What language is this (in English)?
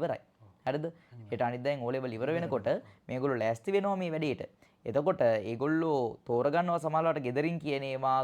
Sinhala